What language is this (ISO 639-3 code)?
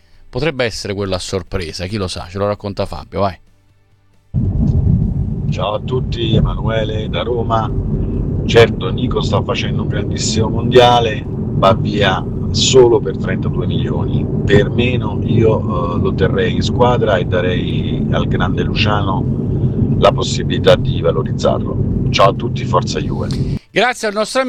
ita